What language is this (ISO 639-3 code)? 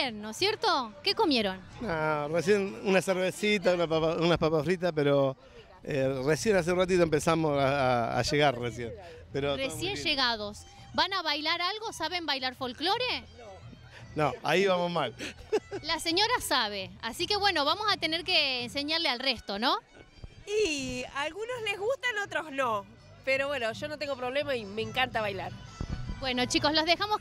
spa